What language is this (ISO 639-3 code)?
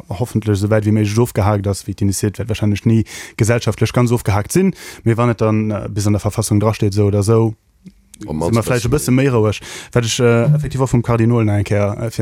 ltz